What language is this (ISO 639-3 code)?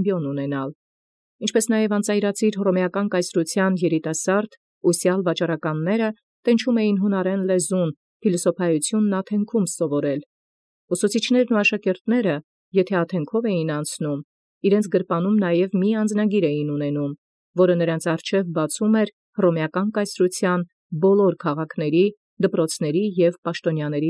hye